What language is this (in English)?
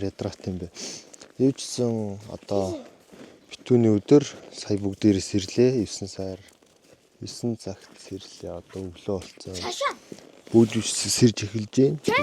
Mongolian